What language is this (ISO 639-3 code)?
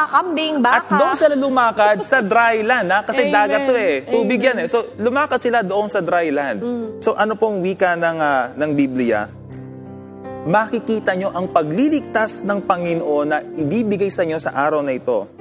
fil